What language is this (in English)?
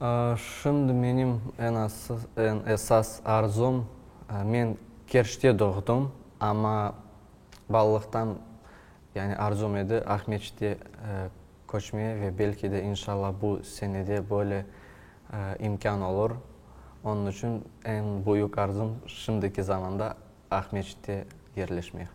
Crimean Tatar